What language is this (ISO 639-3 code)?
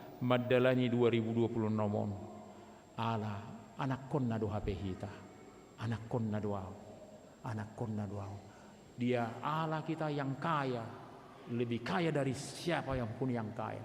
bbc